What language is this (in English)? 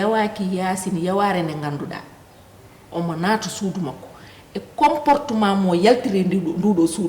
Fula